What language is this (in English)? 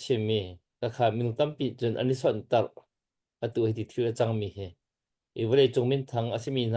Hakha Chin